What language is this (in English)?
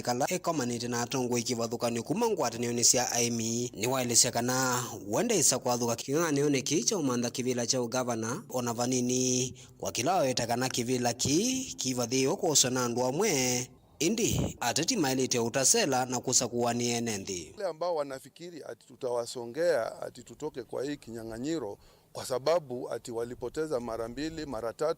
Kamba